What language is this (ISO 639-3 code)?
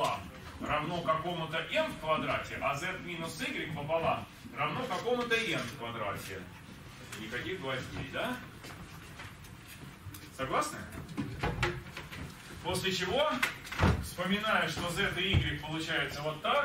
rus